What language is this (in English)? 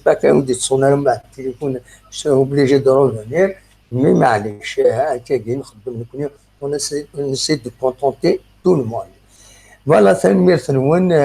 Kabyle